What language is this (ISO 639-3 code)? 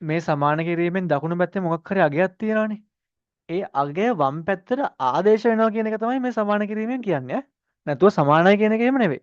sin